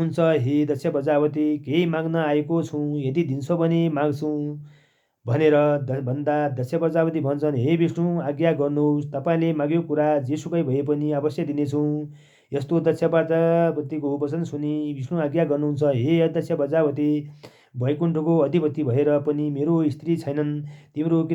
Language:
Nepali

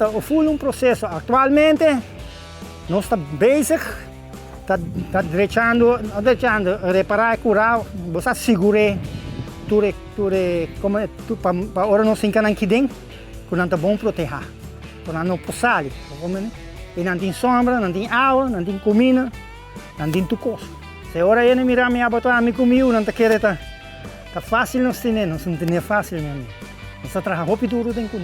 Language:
Papiamento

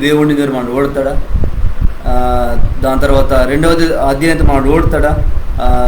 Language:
Koya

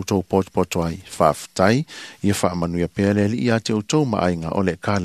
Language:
Samoan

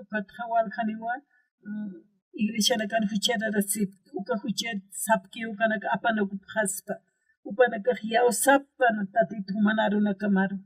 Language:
Aymara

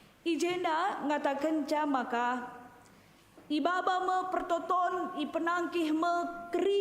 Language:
Batak Karo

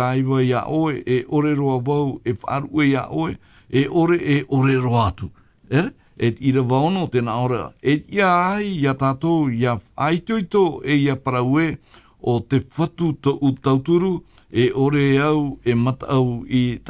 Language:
Tahitian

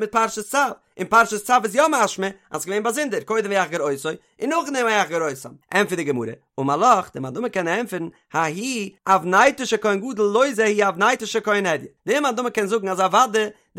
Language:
Yiddish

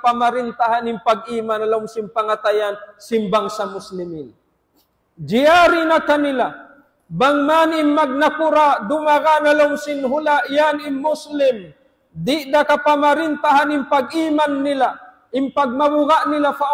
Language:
Tausug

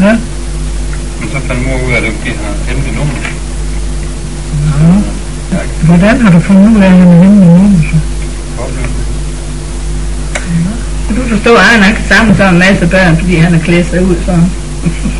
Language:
Danish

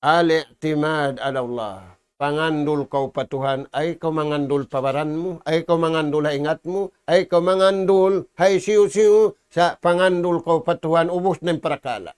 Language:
Tausug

